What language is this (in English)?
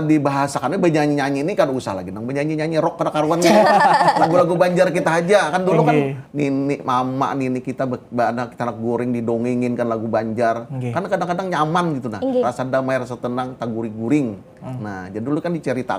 Banjar